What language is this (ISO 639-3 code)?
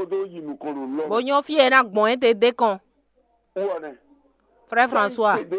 fon